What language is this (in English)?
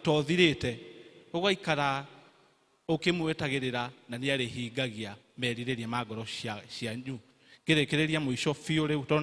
Kikuyu